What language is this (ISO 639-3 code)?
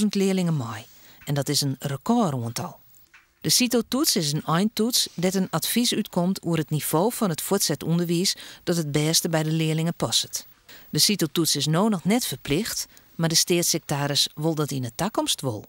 fry